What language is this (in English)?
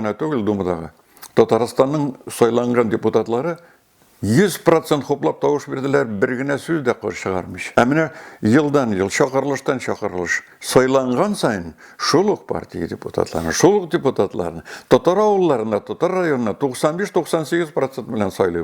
Tatar